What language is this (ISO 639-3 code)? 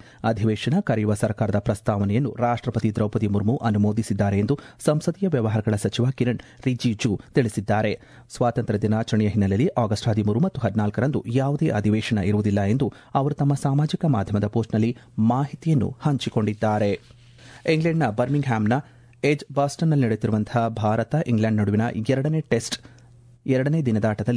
kan